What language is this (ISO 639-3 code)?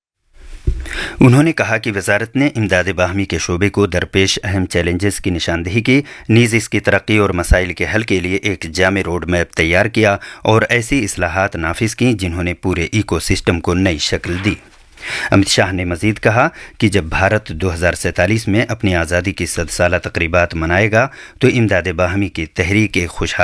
urd